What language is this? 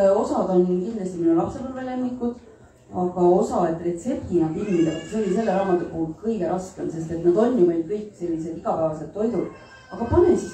Estonian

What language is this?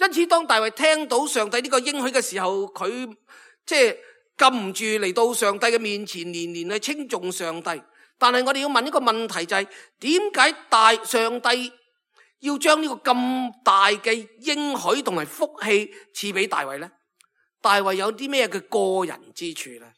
Cantonese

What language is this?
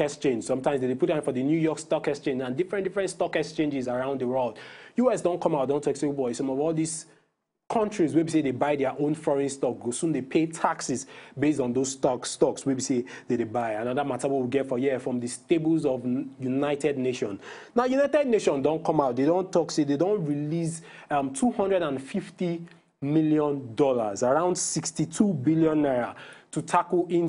Nigerian Pidgin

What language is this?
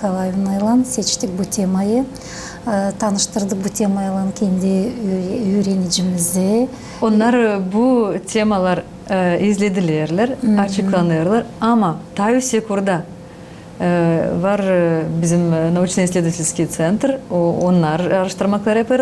Gagauz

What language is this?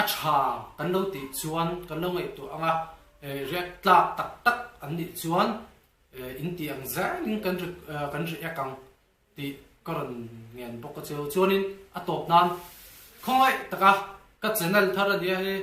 Mizo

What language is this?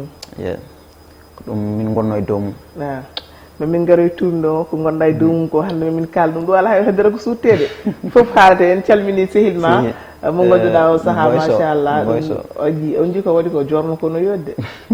Fula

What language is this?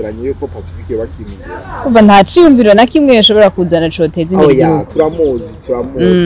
Rundi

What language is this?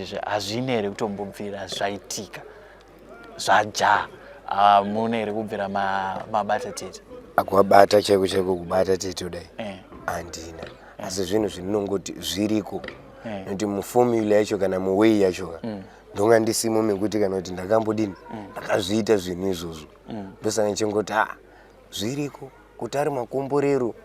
Shona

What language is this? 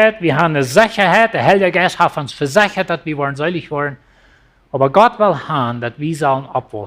Plautdietsch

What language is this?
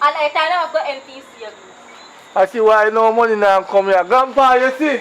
Jamaican Creole English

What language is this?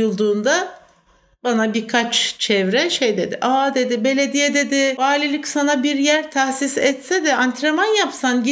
Turkish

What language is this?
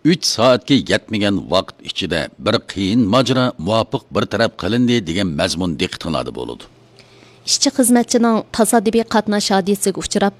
Uyghur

